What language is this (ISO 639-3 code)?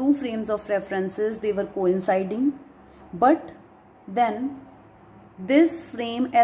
eng